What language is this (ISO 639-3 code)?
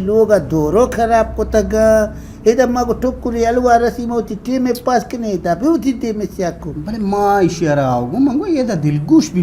bal